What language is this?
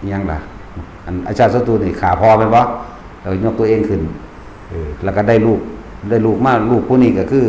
Northeastern Thai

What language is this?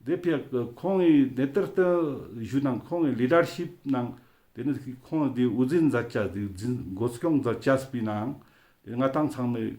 Ladakhi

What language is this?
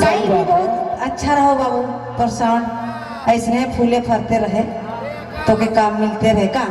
Sadri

